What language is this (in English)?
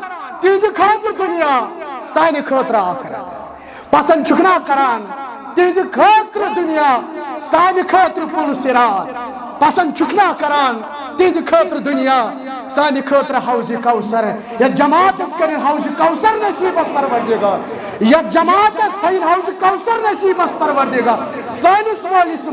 Kashmiri